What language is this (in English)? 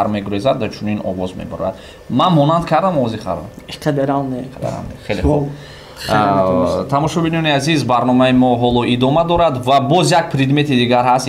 Tajik